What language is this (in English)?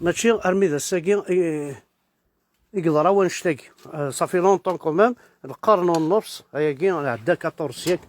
Kabyle